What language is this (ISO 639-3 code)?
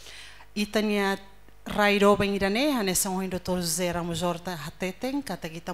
tet